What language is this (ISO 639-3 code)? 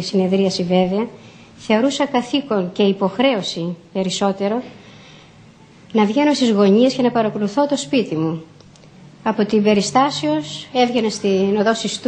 ell